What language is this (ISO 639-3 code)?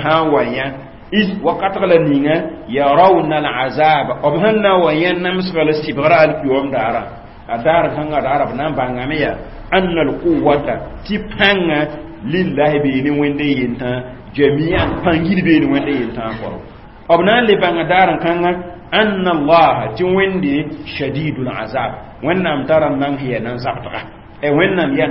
mos